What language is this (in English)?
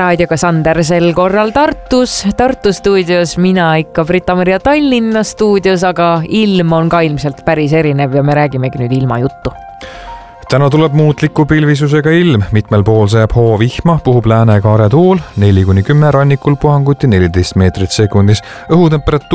Estonian